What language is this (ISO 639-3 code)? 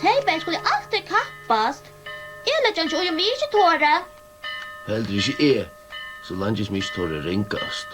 fao